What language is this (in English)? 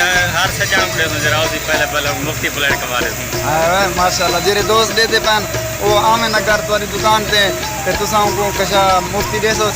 Saraiki